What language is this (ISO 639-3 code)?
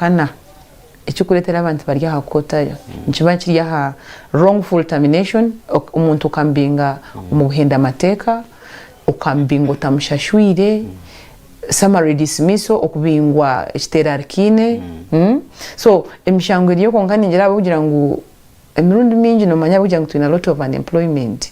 nyn